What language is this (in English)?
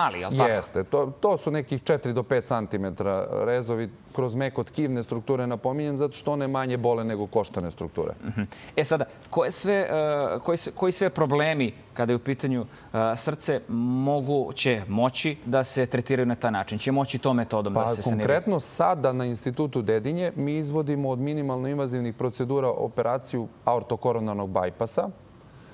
Serbian